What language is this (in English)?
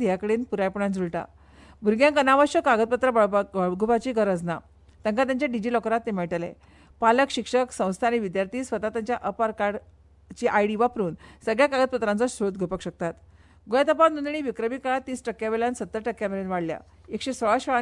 Konkani